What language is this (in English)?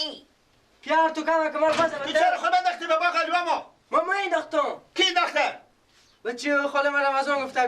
Persian